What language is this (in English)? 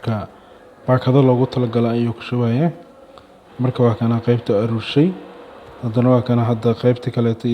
Somali